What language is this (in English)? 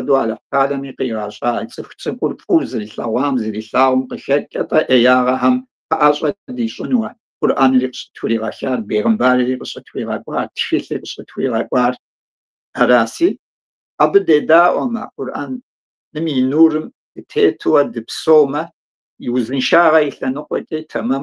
Kabardian